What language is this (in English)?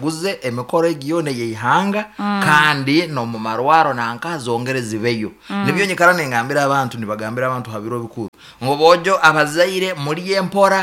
Nyankole